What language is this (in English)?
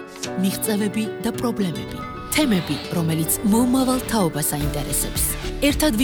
Georgian